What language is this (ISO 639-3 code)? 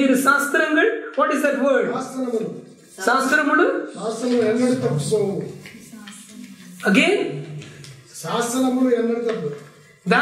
tam